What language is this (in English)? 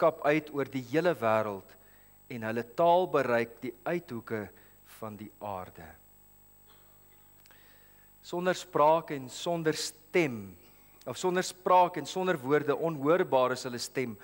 Afrikaans